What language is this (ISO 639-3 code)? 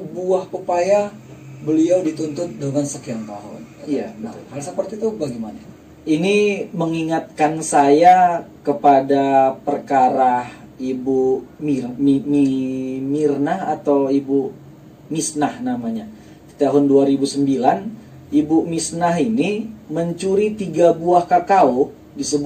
ind